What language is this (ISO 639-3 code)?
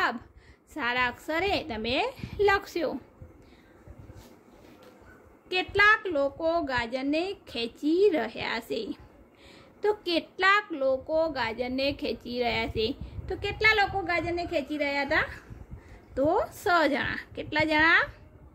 guj